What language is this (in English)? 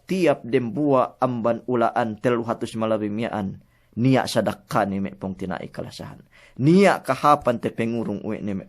Yakan